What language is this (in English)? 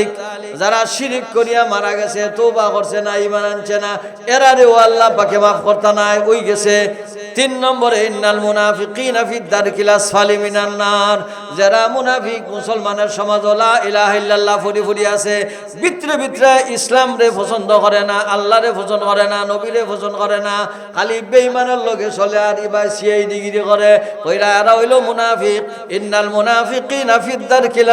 Sylheti